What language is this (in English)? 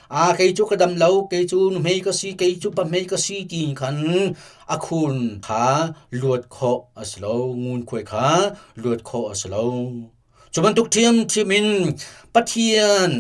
Hakha Chin